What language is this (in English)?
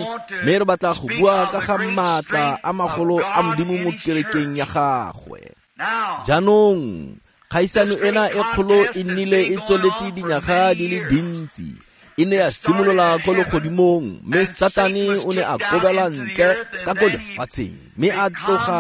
Tswana